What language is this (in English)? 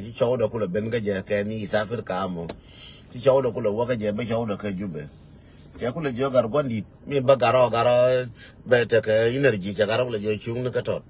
Nuer